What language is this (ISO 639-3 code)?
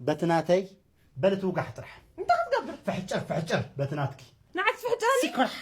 tir